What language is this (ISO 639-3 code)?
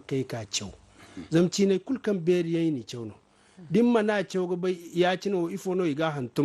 dje